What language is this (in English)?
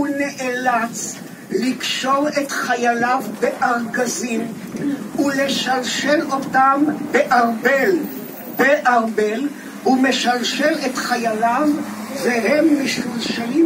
Hebrew